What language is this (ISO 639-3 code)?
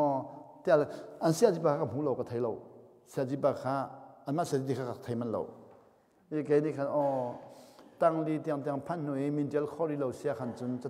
cnh